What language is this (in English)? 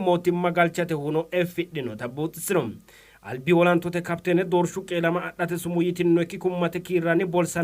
Sidamo